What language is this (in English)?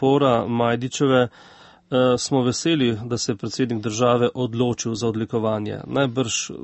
Slovenian